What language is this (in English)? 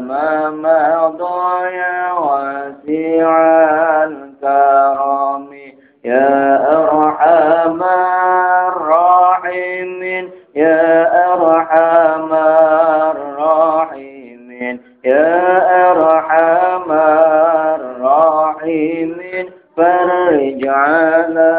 Javanese